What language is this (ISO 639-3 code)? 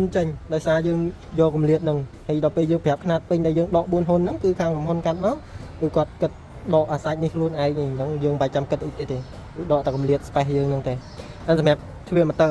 khm